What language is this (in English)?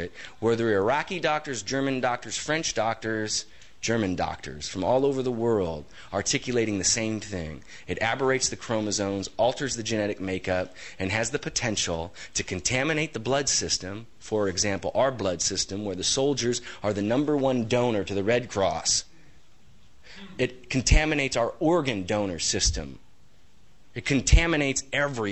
English